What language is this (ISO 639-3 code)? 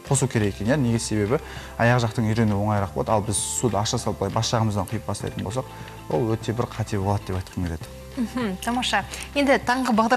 kaz